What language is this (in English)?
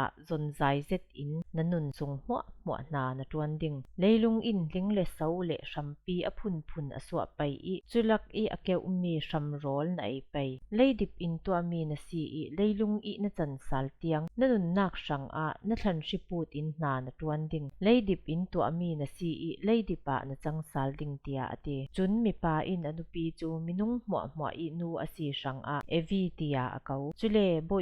Falam Chin